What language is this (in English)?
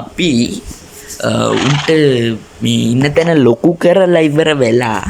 Sinhala